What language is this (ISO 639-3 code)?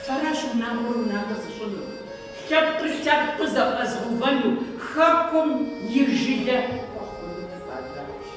kbd